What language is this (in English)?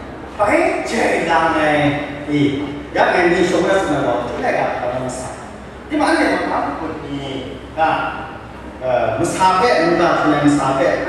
Kachin